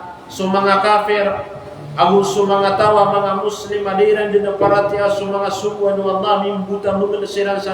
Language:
Maranao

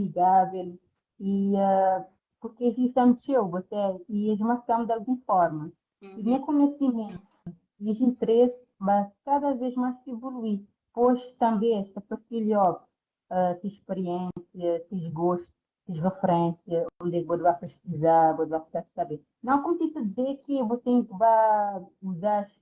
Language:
Kabuverdianu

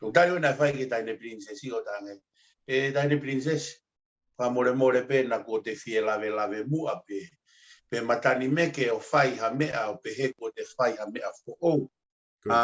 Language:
Tongan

